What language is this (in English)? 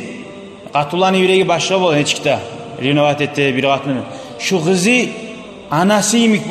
Kumyk